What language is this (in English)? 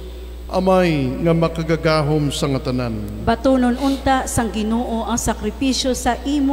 Hiligaynon